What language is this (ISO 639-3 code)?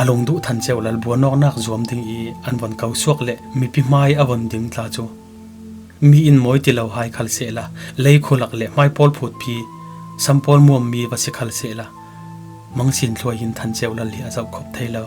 cfm